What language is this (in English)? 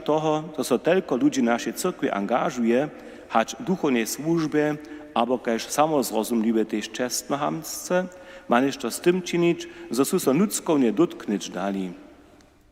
Upper Sorbian